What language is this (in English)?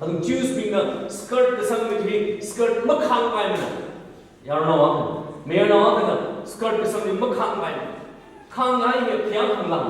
Tangkhul Naga (India)